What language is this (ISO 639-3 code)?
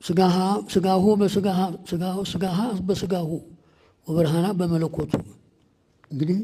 amh